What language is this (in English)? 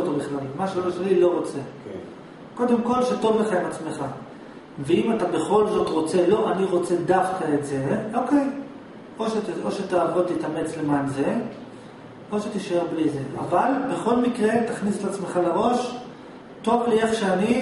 Hebrew